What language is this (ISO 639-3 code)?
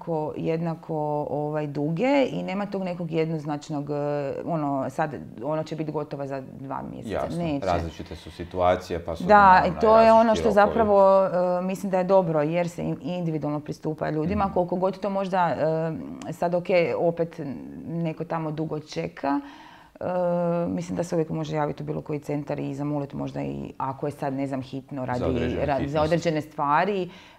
hrv